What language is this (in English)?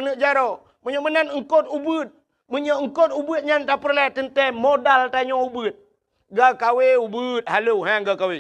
Achinese